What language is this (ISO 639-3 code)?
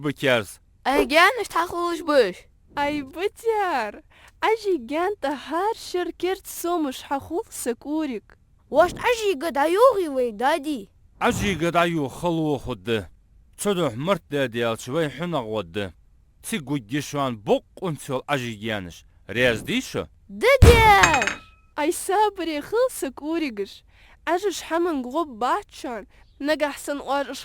inh